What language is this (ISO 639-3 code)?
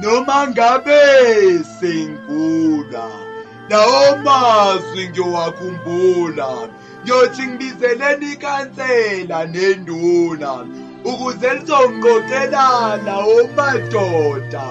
zul